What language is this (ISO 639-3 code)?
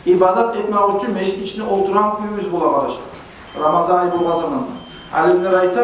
kum